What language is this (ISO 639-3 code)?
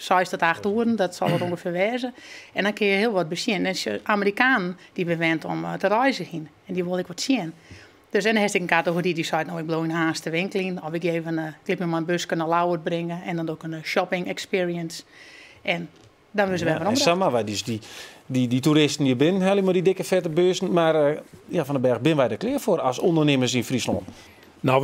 fry